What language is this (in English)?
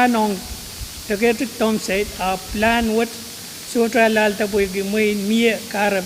Pohnpeian